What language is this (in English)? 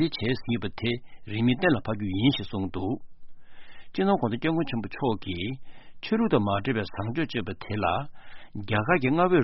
Tibetan